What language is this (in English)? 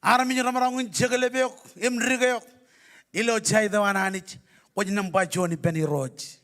Marshallese